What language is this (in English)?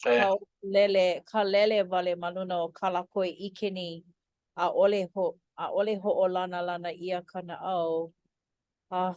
Hawaiian